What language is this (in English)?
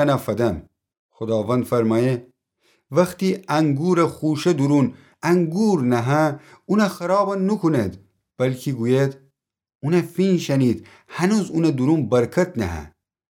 Gilaki